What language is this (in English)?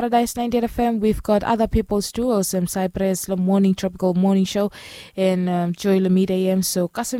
Bislama